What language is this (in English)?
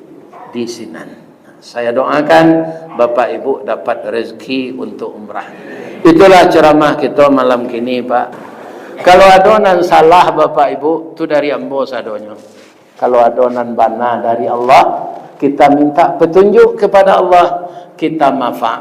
Minangkabau